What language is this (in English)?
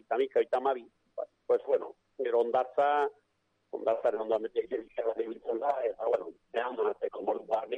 Basque